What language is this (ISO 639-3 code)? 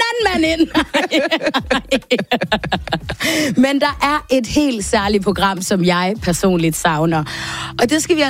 dan